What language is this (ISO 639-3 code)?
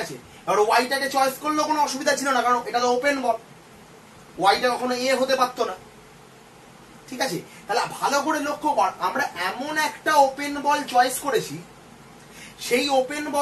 ben